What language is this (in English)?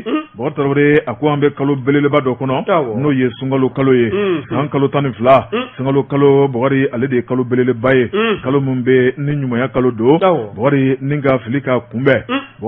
Bambara